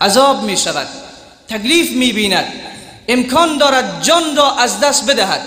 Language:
Persian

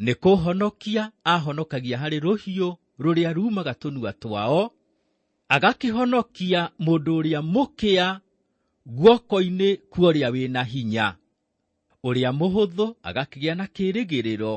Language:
Kikuyu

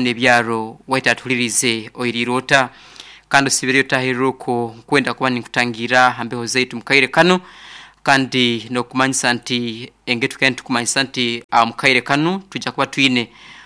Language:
Nyankole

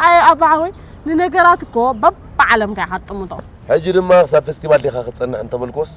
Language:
Tigrinya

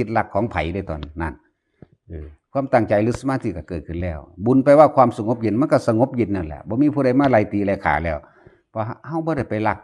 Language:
Northeastern Thai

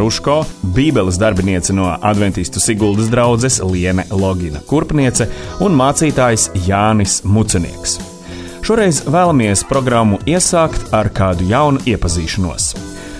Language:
Latvian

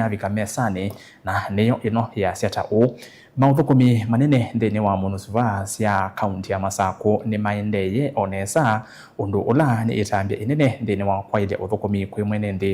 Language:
Kamba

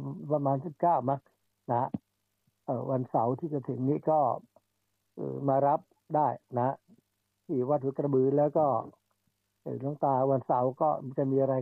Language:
Thai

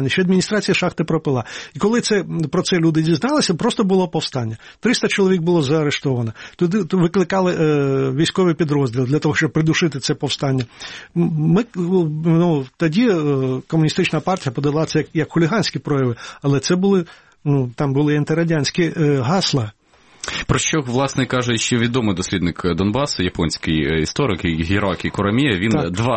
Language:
Ukrainian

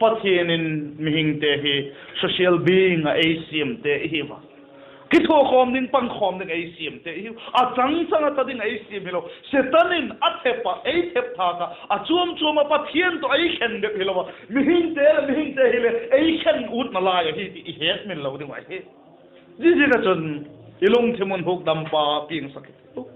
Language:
Vaiphei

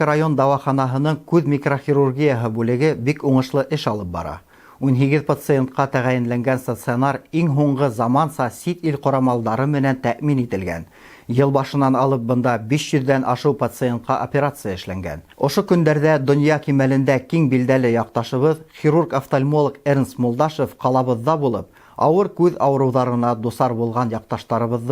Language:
Bashkir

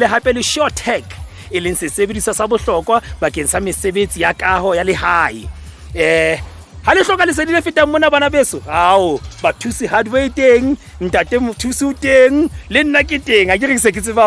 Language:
Southern Sotho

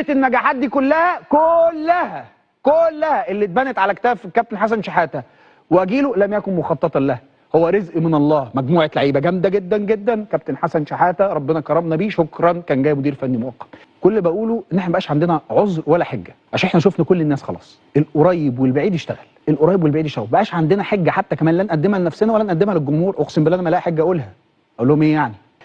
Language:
Egyptian Arabic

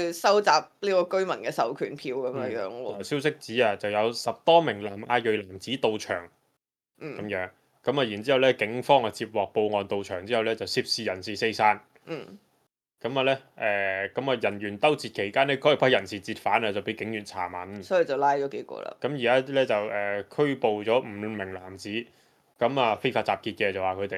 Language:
Cantonese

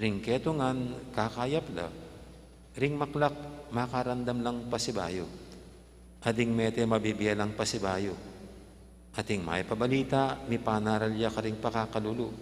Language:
Pampanga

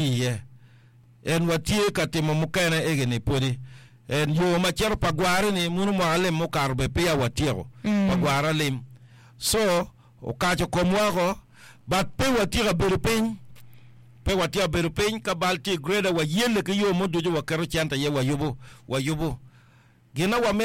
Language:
Acoli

